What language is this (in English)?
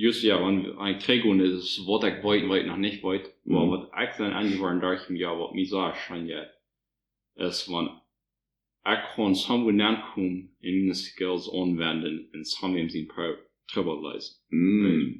Plautdietsch